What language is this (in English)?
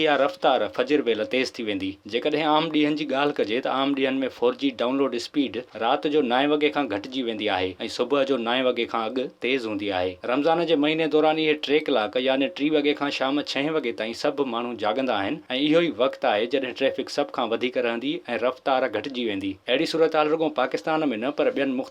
Sindhi